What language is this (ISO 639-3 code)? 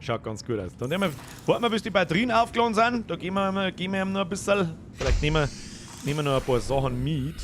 bar